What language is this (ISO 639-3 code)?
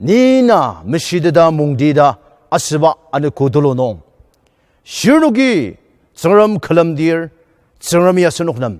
njo